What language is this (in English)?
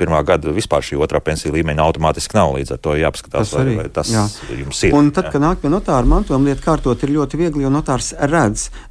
Latvian